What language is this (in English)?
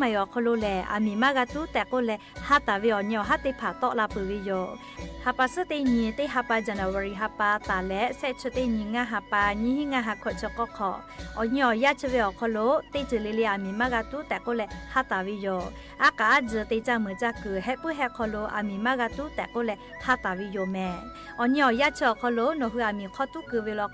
Lahu